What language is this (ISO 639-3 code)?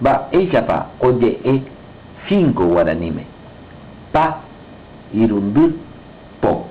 grn